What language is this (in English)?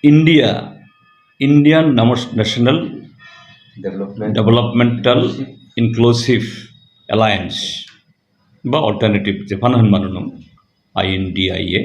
Kok Borok